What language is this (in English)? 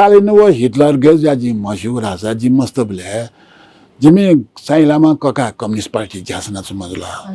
Newari